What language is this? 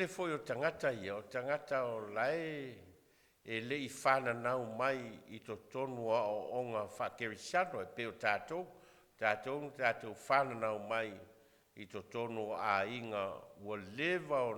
Samoan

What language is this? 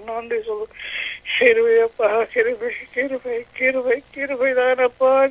Tamil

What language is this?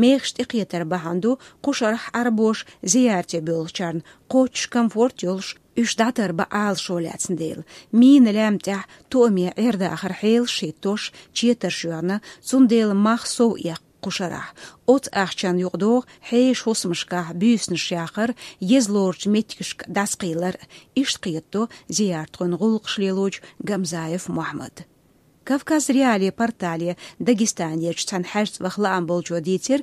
Chechen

